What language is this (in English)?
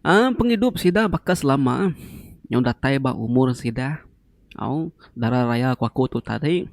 Iban